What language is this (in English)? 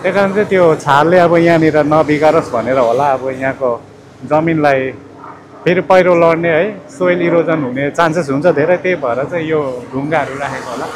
Nepali